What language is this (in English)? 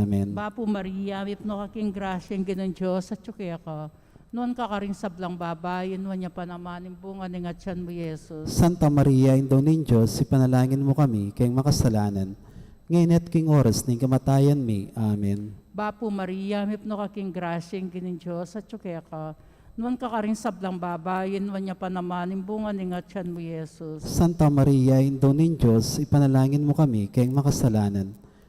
Pampanga